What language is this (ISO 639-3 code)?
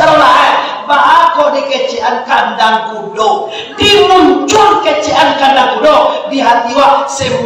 min